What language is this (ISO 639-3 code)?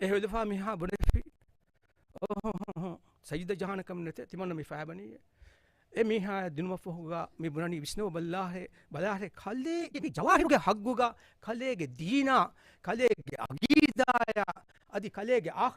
div